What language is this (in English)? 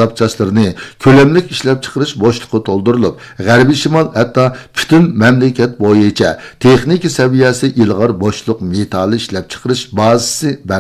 Uyghur